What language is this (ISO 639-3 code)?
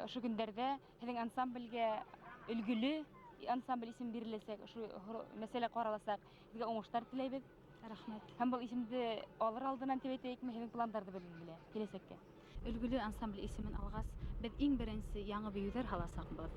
bak